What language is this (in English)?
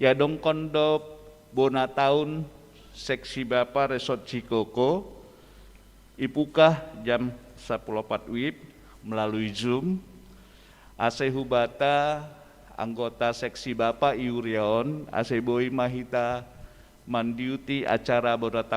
Batak Simalungun